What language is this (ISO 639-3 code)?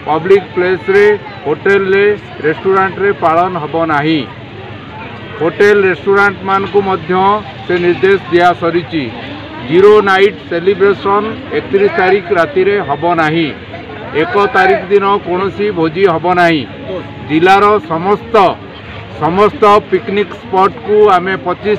ori